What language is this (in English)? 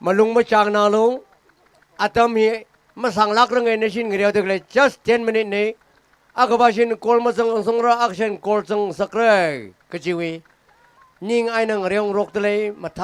Tangkhul Naga (India)